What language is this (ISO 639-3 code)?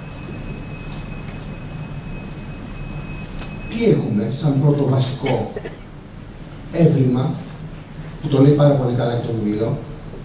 ell